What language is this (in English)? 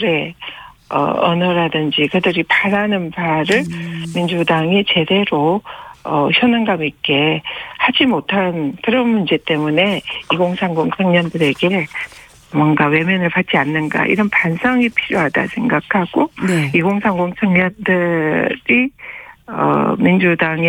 Korean